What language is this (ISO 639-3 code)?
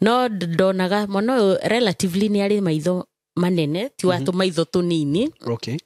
kik